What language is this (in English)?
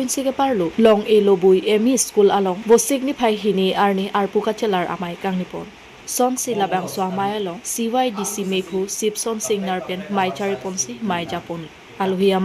Karbi